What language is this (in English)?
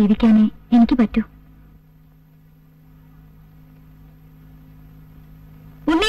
Malayalam